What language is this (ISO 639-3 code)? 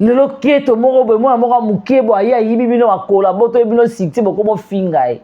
lin